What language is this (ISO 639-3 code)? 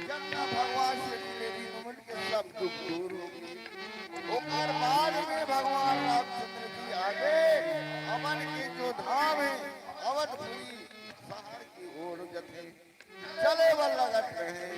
hne